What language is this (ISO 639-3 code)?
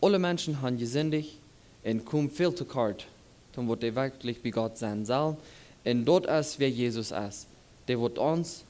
pdt